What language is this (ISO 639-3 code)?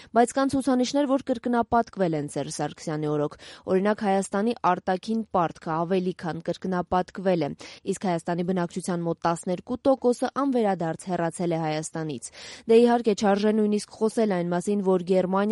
hye